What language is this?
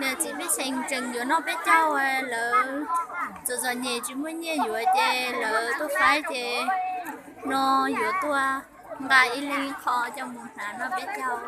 Hmong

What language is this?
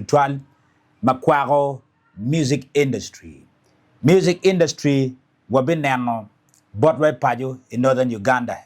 Acoli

